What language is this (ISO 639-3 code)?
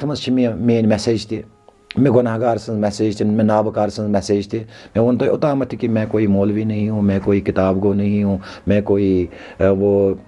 kas